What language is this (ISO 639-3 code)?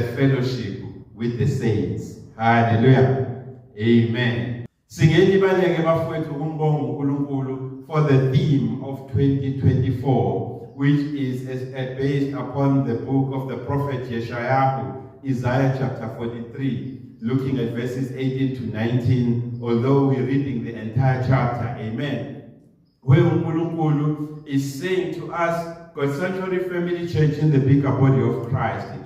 zul